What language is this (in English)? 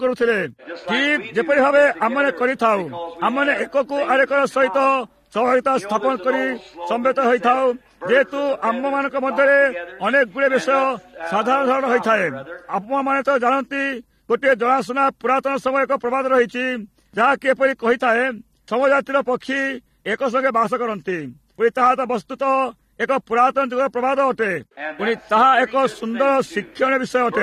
Odia